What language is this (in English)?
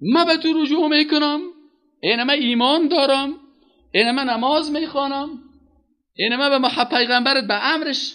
Persian